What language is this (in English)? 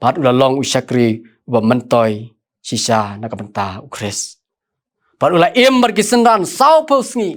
Khasi